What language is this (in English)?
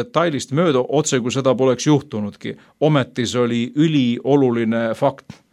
Estonian